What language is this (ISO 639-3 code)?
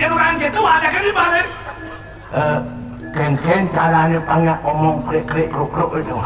ban